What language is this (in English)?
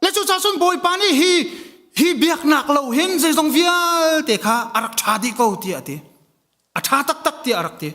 Hakha Chin